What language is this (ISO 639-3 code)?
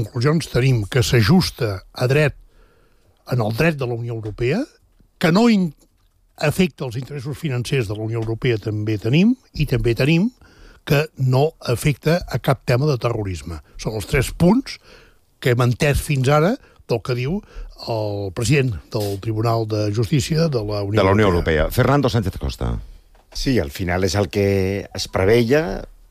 cat